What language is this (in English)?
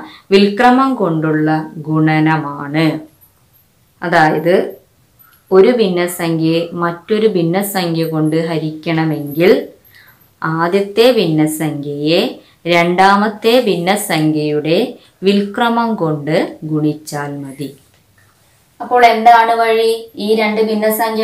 Malayalam